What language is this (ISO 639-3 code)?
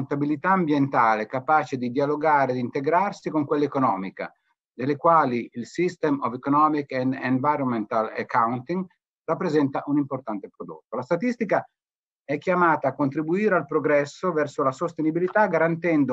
ita